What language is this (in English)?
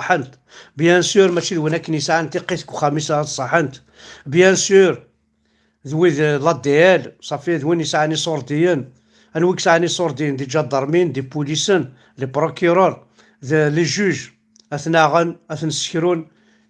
Kabyle